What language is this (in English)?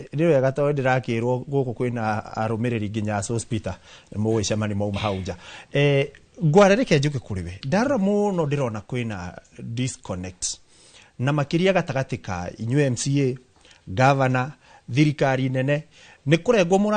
Kikuyu